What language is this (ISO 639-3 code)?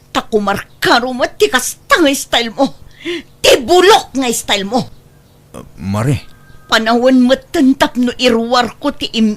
ilo